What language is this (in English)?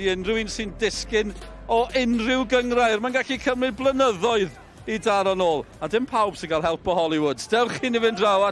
Welsh